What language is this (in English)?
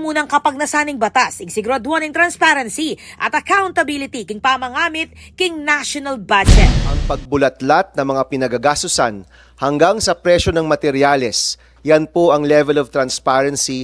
Pampanga